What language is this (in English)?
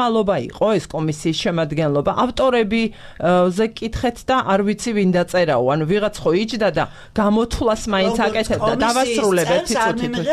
Georgian